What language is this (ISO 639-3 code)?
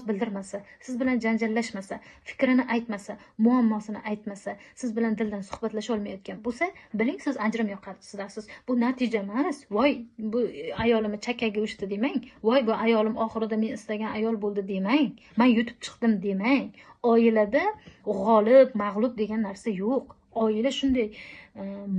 uzb